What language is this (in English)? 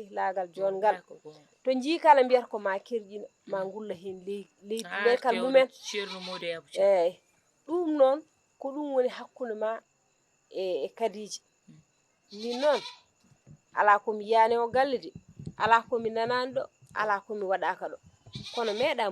Fula